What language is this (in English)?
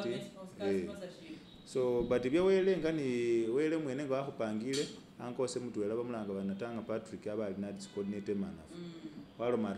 Masaaba